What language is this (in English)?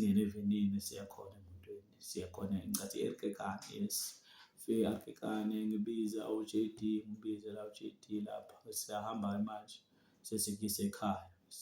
Zulu